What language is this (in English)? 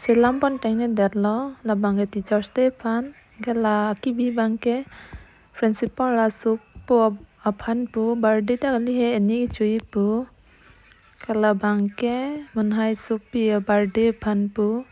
Karbi